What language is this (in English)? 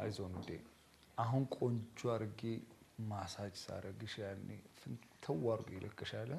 Amharic